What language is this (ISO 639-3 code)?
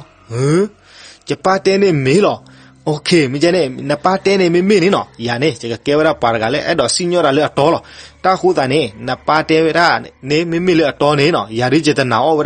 ksw